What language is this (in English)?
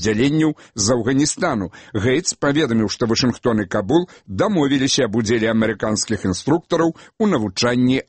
Belarusian